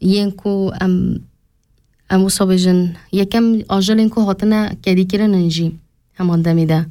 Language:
Kurdish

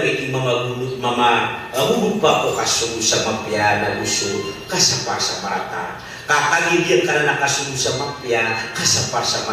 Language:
Maranao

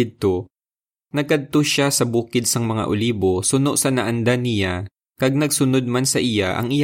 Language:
Hiligaynon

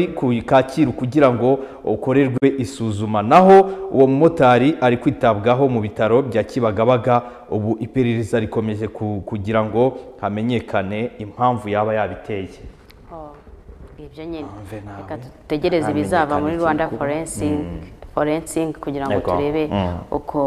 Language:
Kinyarwanda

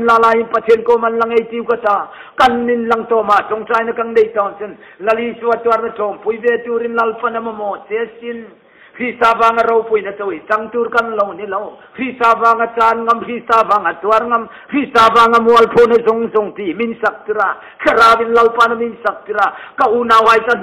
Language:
Hmar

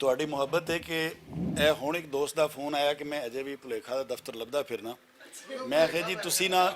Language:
Western Panjabi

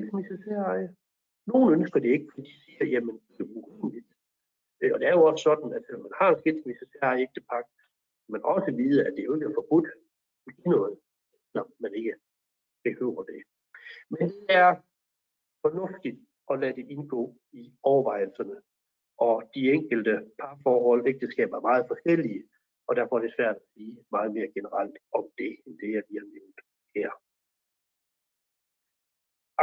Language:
Danish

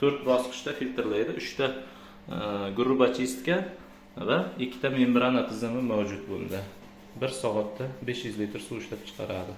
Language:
Uzbek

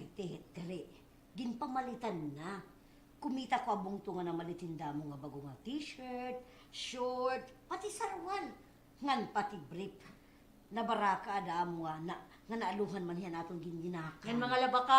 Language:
Waray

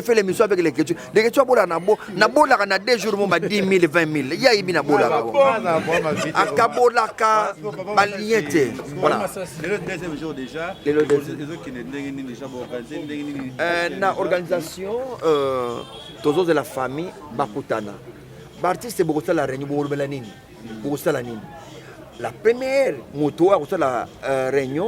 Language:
Lingala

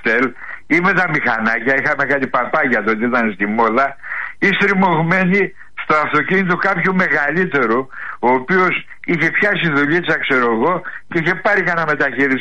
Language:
Greek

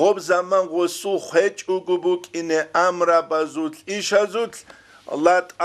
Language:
Avaric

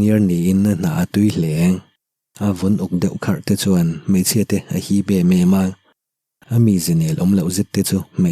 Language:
Mizo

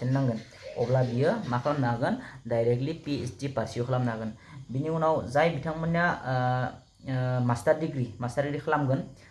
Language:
Bodo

